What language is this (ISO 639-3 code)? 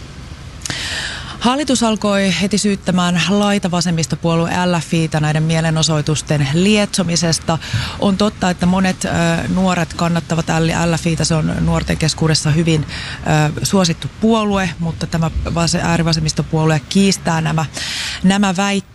fin